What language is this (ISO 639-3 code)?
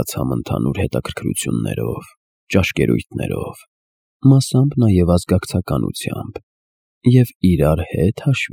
hye